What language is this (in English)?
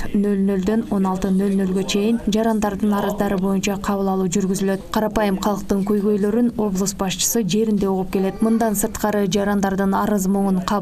Kyrgyz